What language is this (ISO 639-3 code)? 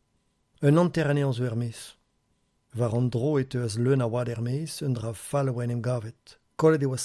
bre